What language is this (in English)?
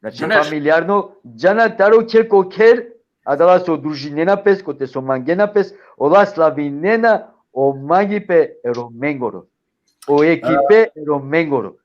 Balkan Romani